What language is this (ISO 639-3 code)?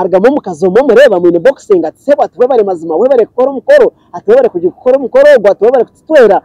nyn